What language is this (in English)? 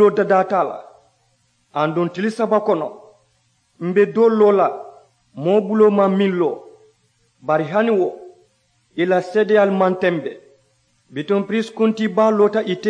Mandingo